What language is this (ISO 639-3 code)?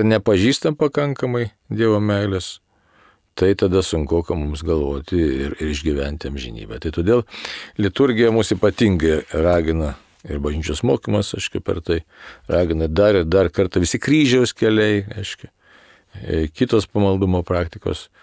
lit